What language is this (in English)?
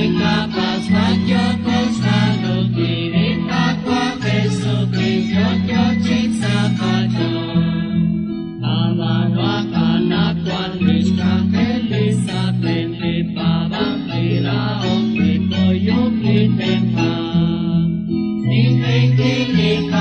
Kekchí